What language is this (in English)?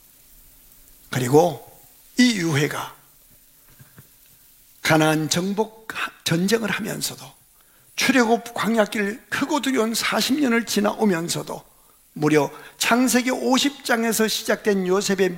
Korean